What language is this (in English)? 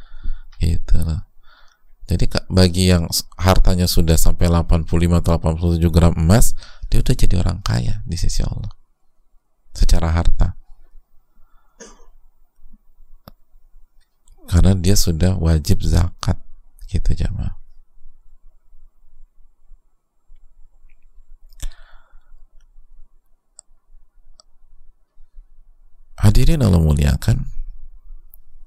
Indonesian